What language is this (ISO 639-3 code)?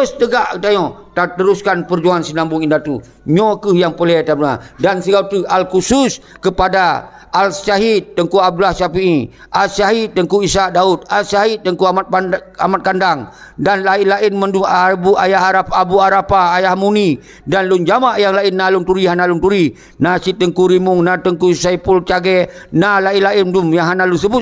ace